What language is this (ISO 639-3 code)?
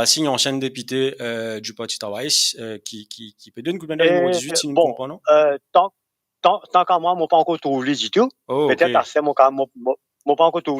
mfe